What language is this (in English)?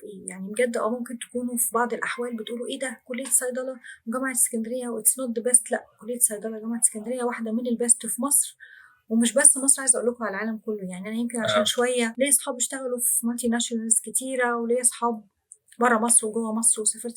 Egyptian Arabic